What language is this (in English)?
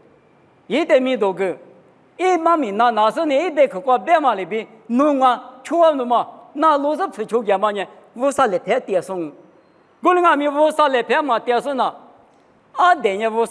Lisu